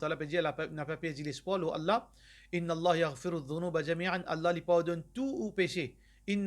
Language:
Morisyen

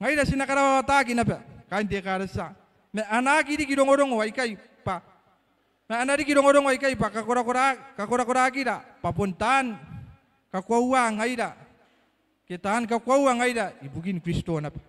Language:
Gilbertese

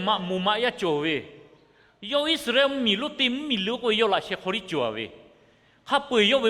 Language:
Lahu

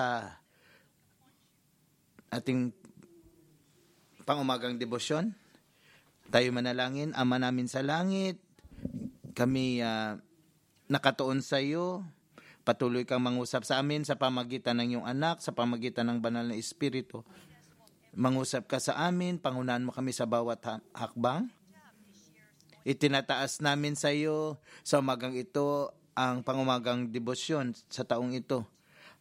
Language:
Filipino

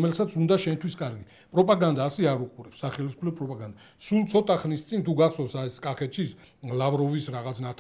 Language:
Georgian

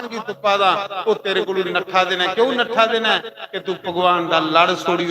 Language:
Dogri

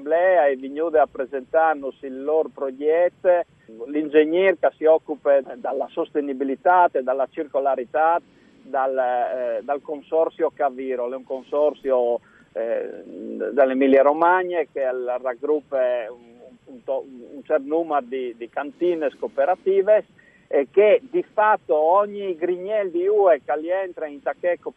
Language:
Friulian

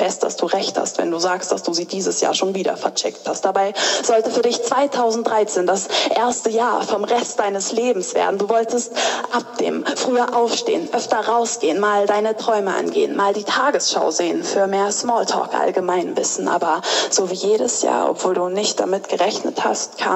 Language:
Swiss German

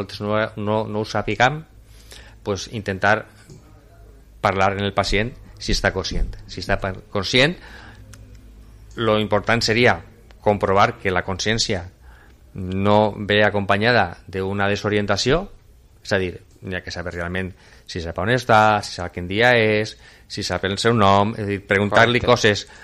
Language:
Catalan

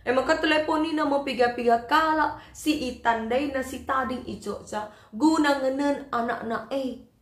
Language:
Batak Karo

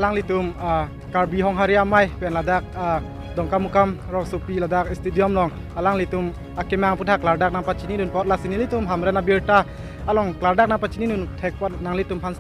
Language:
Karbi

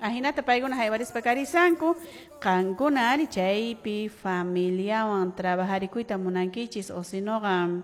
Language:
Quechua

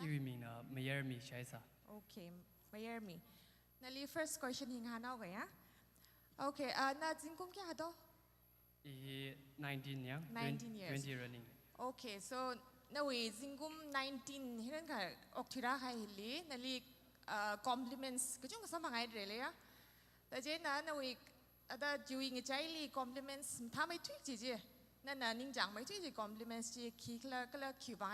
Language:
Tangkhul Naga (India)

